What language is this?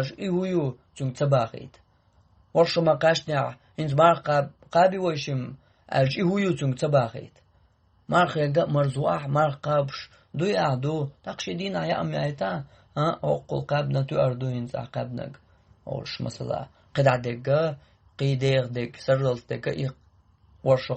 Chechen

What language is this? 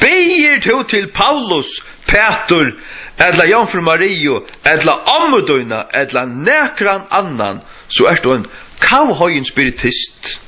Faroese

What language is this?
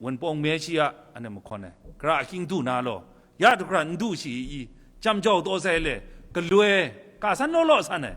Kachin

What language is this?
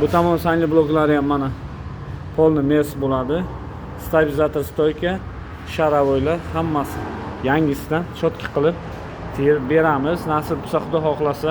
Uzbek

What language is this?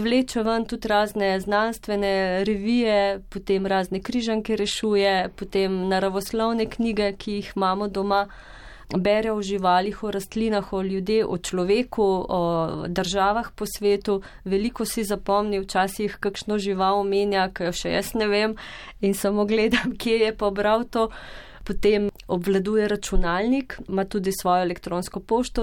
Slovenian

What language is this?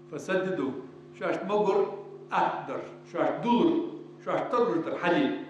Ingush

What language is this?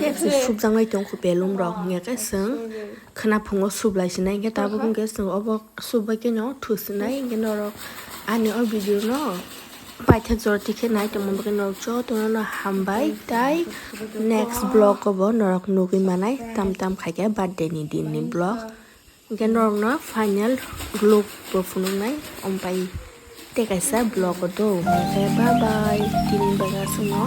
Kok Borok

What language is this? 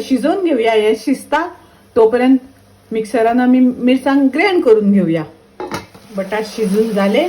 Konkani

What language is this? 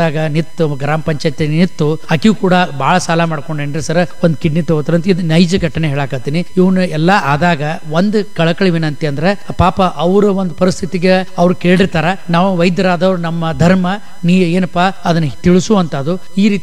Kannada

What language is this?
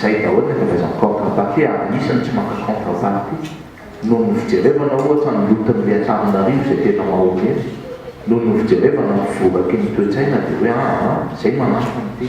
Malagasy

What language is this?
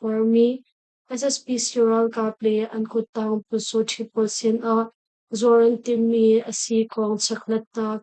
Hakha Chin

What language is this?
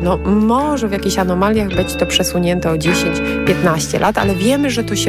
Polish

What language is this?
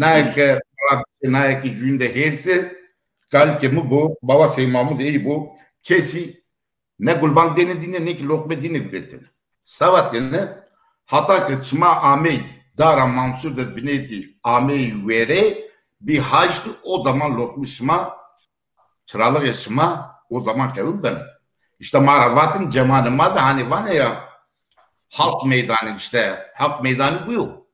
Zaza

